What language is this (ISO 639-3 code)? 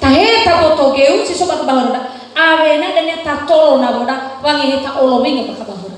nia